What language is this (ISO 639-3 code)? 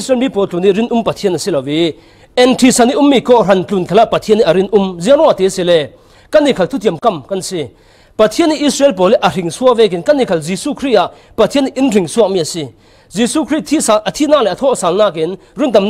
cfm